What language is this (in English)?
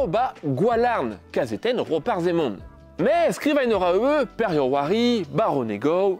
Breton